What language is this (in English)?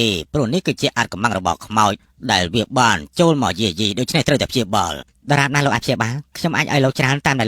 Khmer